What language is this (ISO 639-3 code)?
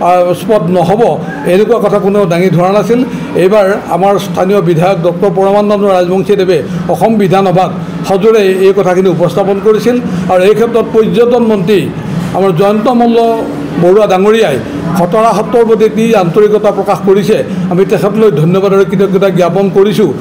asm